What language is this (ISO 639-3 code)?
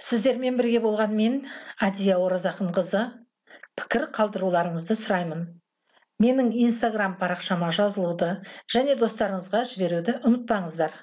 kaz